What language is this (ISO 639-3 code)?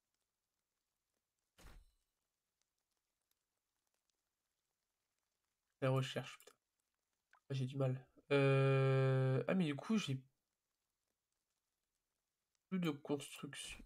fra